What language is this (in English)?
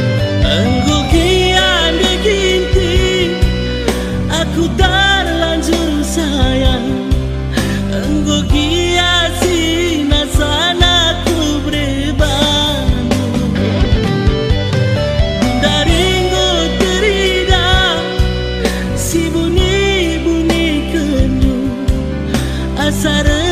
Batak Karo